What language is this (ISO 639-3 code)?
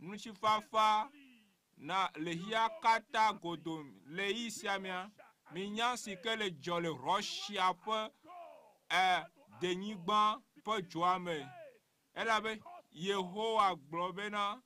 ewe